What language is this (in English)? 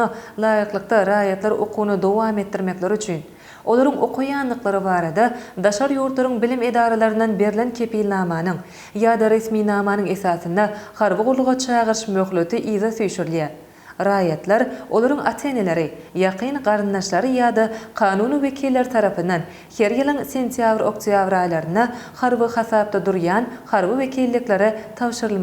Turkmen